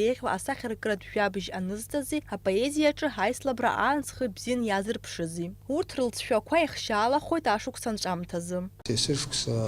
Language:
Abkhazian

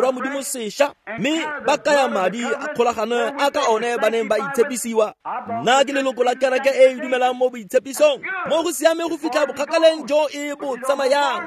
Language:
Tswana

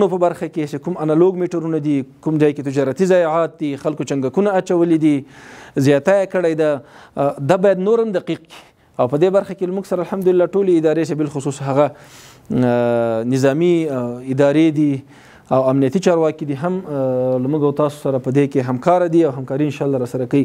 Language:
Pashto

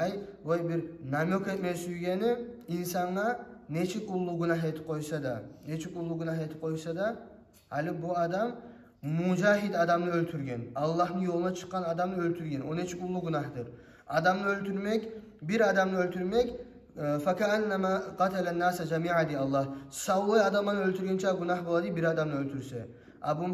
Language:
Kumyk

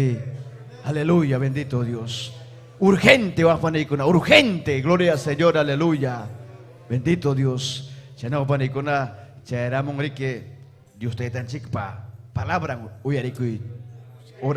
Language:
Ayacucho Quechua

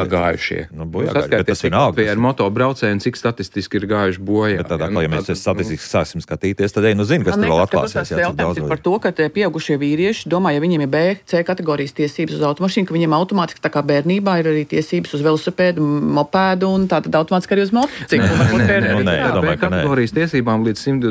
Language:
Latvian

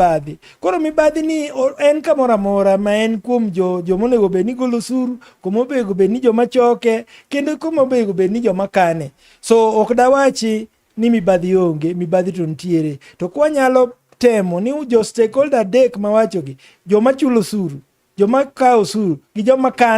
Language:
Luo (Kenya and Tanzania)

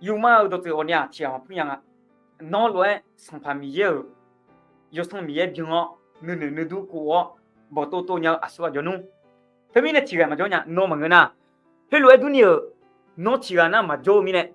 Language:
Akha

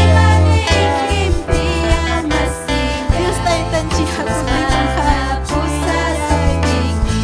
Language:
Ayacucho Quechua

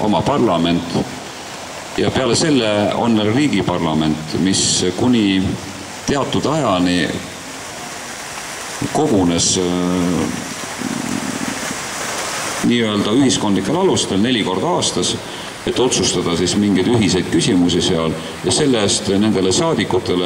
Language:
Estonian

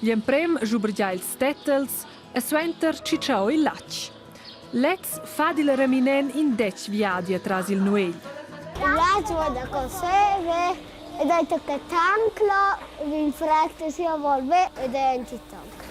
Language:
Romansh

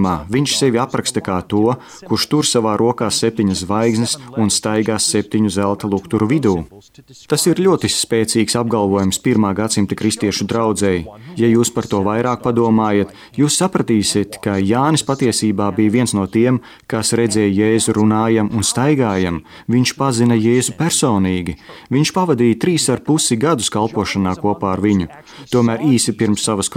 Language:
Latvian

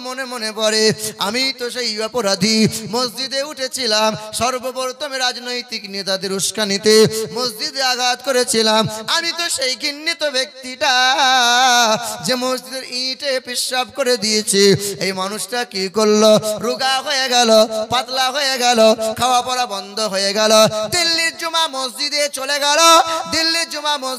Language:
Bangla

